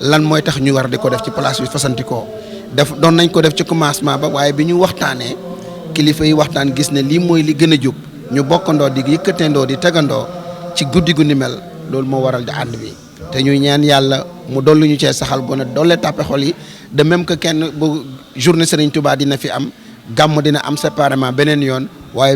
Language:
Wolof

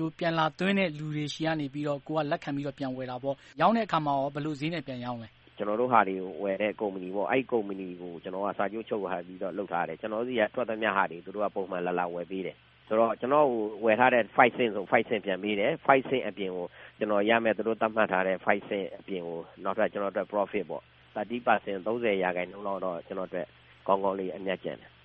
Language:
Burmese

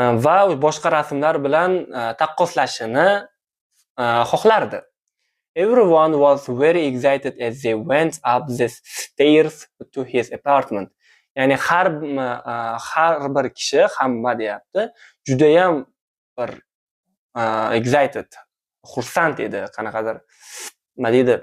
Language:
Uzbek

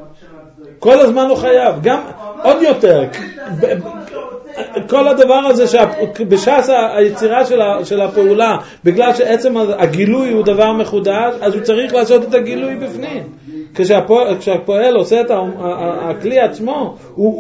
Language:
Hebrew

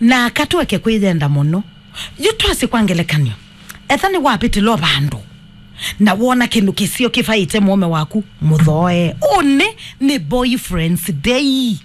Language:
Kamba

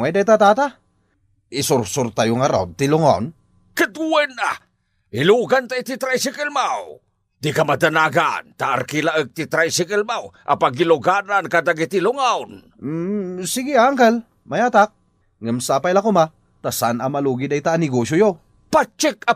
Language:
Iloko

